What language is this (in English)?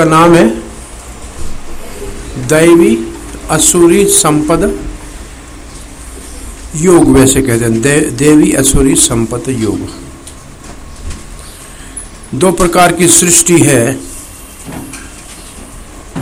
Hindi